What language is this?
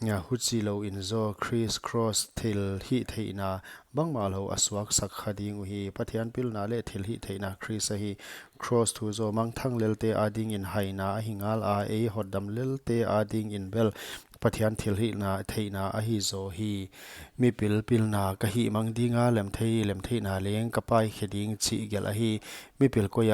Paite Chin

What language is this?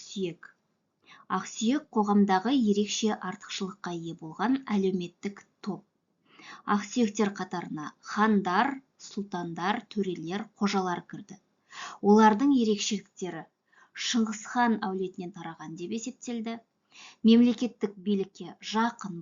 Kazakh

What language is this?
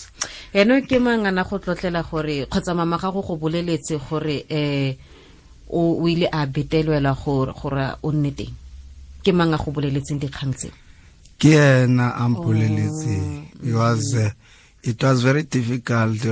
Tswana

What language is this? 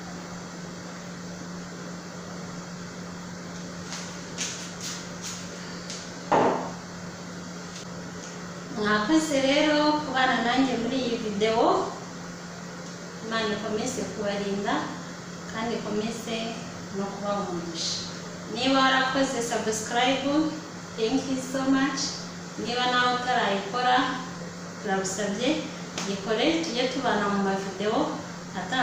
Kinyarwanda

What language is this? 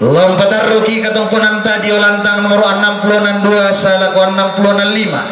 Toraja-Sa'dan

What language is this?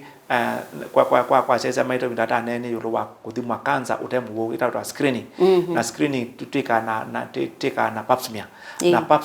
Kamba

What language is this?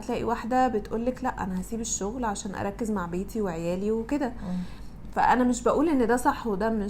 Egyptian Arabic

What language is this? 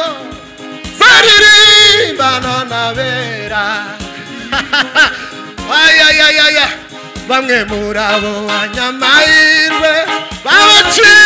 Kinyarwanda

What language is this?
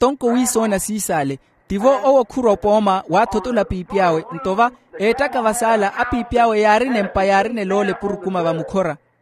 Makhuwa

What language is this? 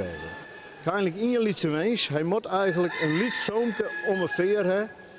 Western Frisian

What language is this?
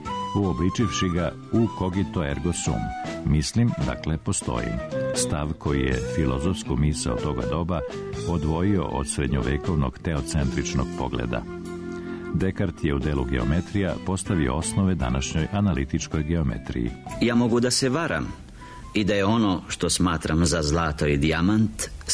Serbian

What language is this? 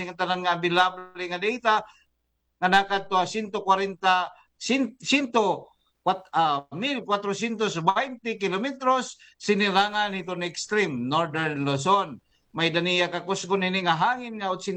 Waray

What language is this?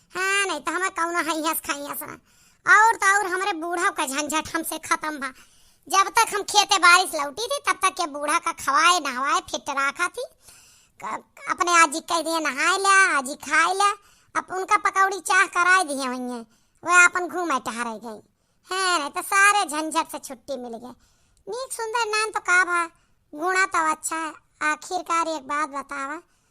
Awadhi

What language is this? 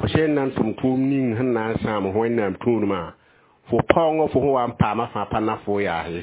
Mossi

